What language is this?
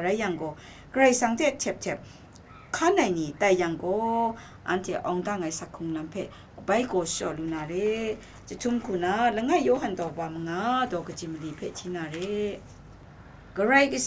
Kachin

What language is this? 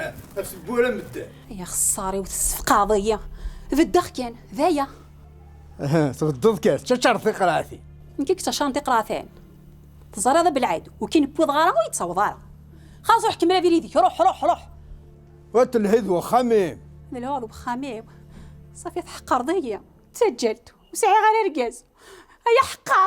Kabyle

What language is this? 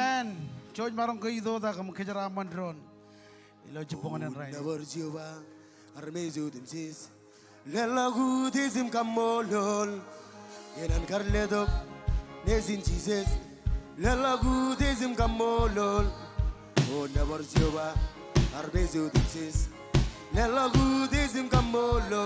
Marshallese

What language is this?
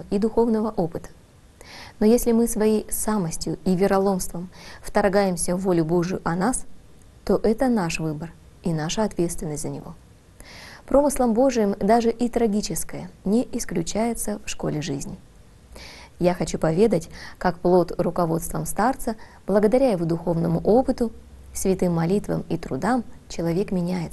Russian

